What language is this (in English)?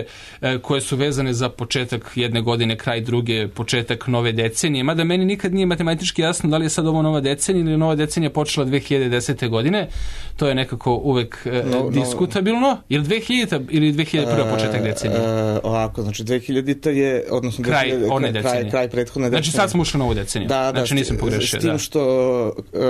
Serbian